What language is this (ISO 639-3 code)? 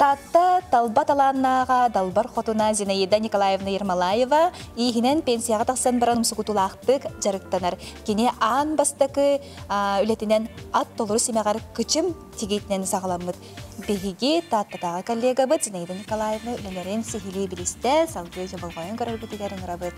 sah